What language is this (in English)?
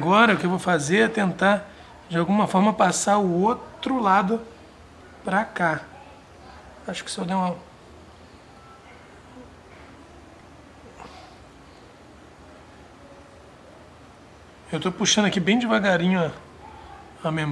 Portuguese